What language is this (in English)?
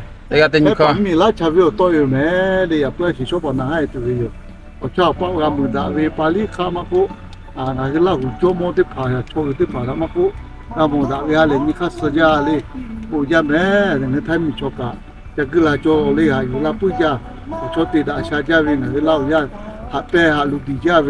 Lahu